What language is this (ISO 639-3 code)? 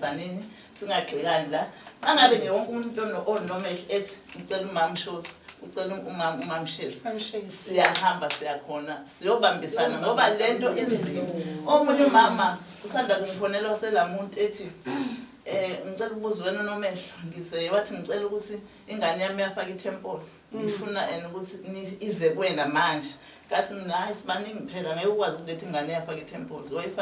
zul